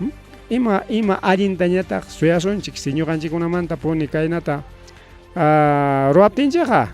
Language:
Ayacucho Quechua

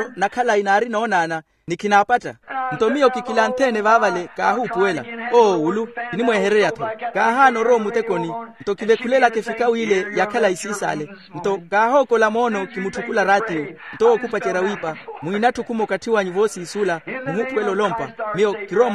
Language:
Makhuwa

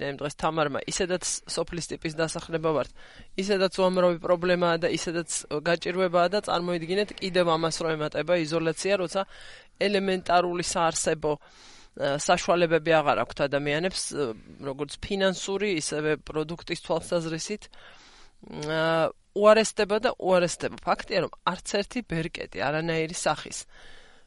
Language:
Georgian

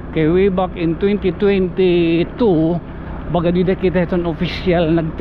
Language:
Waray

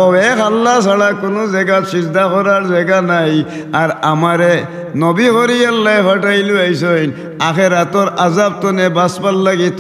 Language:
Sylheti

